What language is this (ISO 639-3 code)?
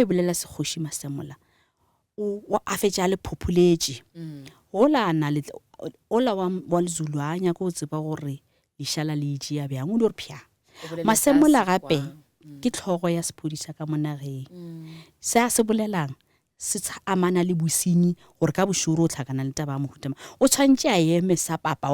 nso